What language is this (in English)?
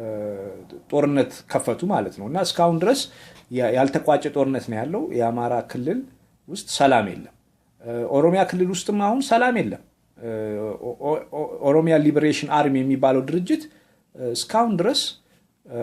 Amharic